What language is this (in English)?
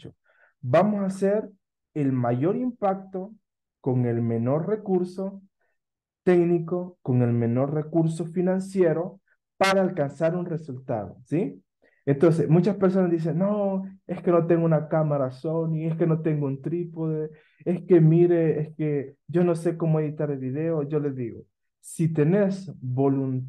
Spanish